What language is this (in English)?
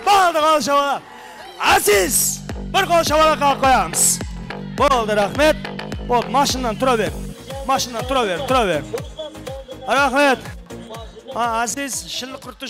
Kara-Kalpak